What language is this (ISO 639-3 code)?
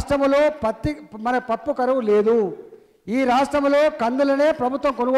tel